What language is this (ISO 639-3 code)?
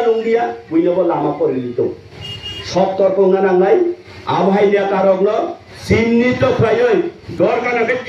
trp